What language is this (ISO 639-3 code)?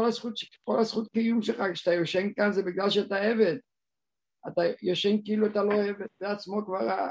heb